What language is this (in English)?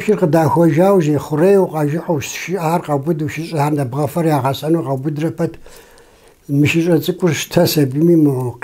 Kabardian